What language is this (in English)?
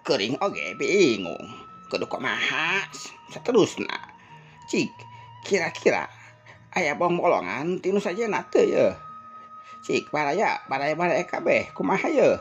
Sundanese